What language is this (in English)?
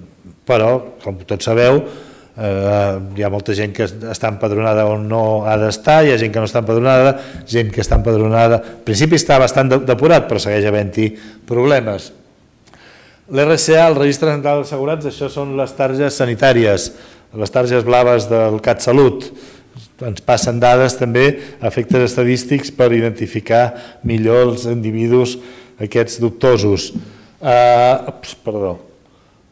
Catalan